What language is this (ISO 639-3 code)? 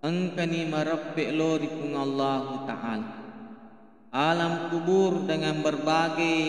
bug